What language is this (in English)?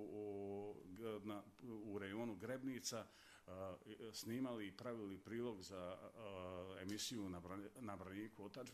Serbian